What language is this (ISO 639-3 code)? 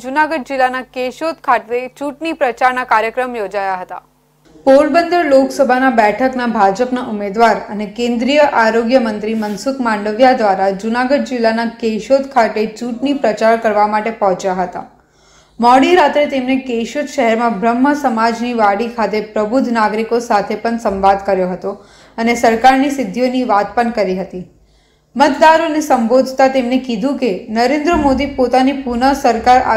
guj